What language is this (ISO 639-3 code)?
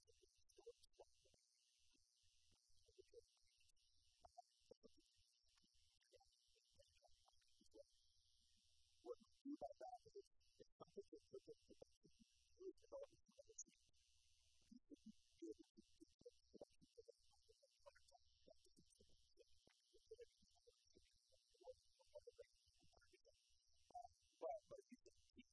eng